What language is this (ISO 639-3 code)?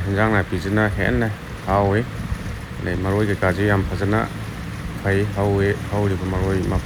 mni